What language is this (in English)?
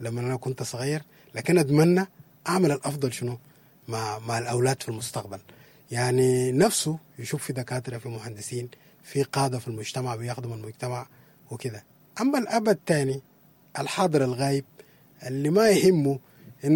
Sudanese Arabic